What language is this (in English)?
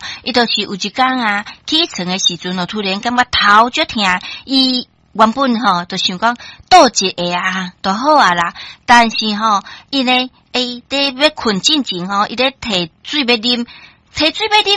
Min Nan Chinese